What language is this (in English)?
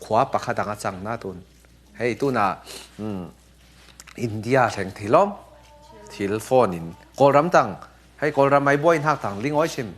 Falam Chin